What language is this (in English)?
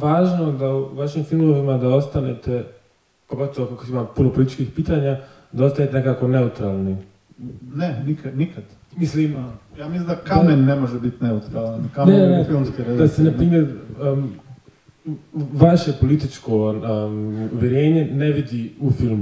Croatian